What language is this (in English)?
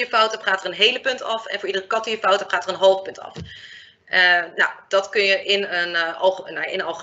Dutch